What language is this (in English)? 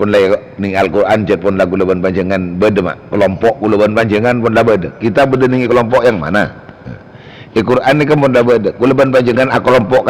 Madurese